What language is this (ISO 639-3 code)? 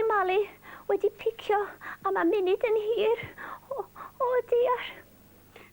cym